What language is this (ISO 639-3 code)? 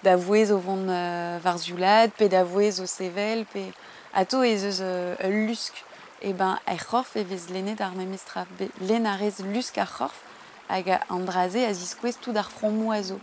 bre